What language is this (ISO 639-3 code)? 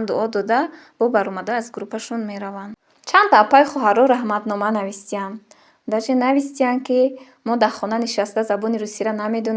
tgk